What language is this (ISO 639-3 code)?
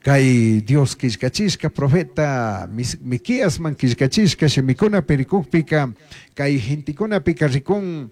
qug